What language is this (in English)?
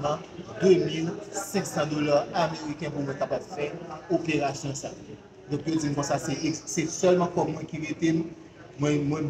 Haitian Creole